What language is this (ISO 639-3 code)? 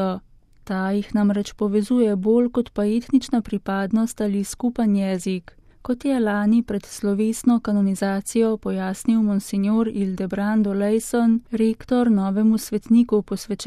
slv